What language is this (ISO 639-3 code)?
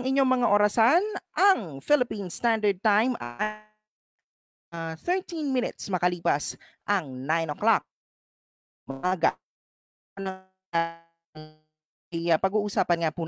fil